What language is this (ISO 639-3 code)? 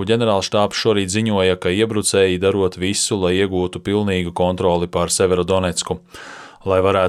lav